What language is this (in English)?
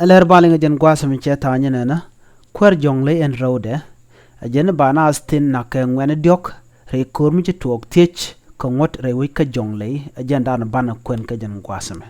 Nuer